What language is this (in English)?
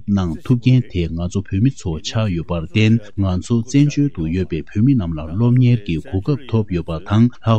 Tibetan